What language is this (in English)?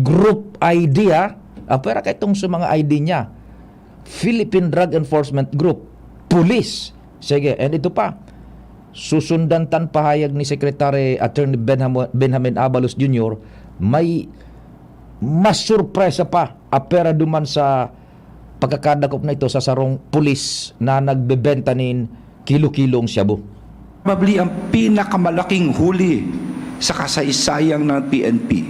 Bikol